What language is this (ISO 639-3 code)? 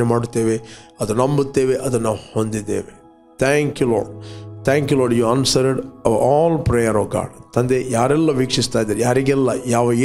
kan